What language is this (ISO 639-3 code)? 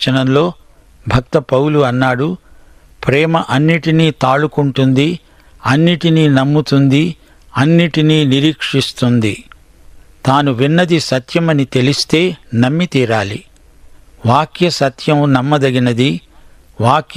tel